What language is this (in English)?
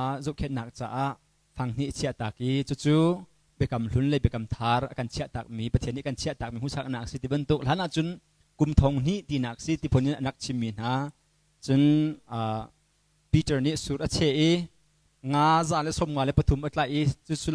Hakha Chin